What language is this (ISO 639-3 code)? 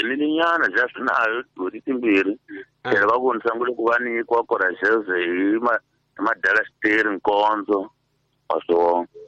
tso